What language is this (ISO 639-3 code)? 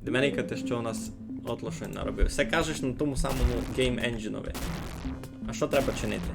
rue